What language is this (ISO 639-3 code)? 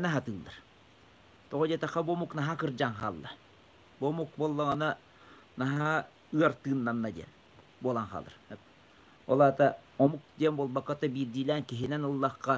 sah